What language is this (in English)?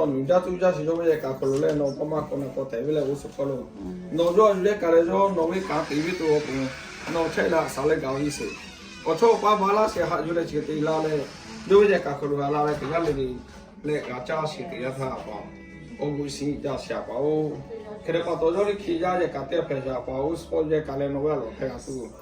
Lahu